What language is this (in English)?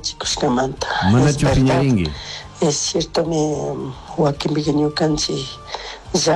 Chimborazo Highland Quichua